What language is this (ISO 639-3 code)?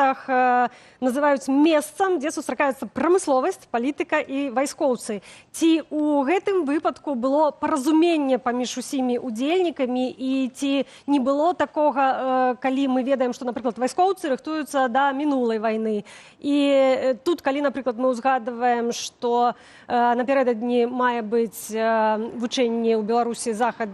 bel